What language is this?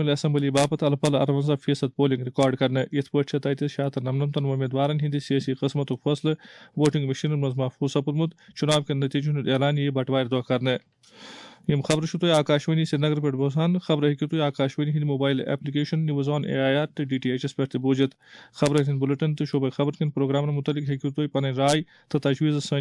Kashmiri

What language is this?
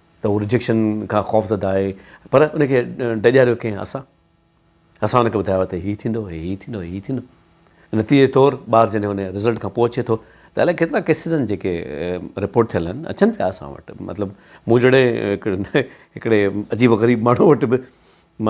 Sindhi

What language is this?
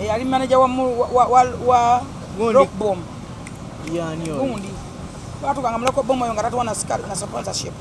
Ganda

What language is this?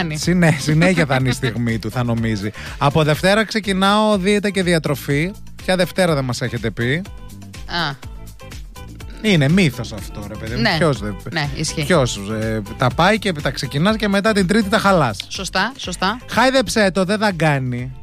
Greek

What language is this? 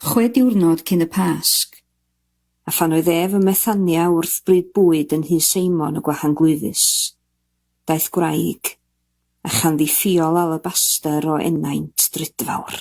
Welsh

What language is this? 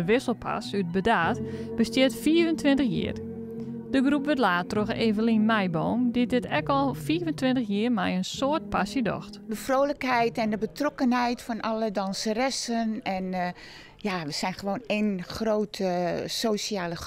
Western Frisian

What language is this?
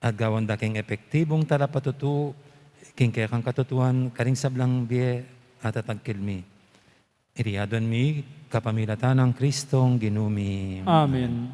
Pampanga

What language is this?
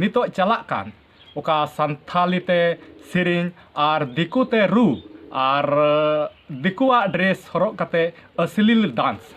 Santali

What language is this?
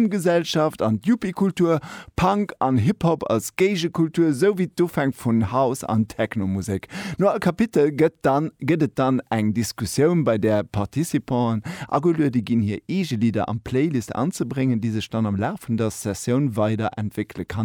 Luxembourgish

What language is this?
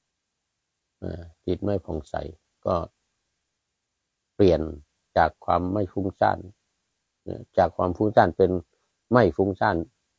Thai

